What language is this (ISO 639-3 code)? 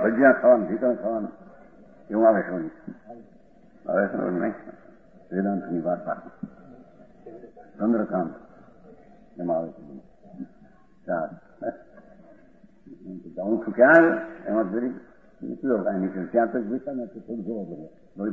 guj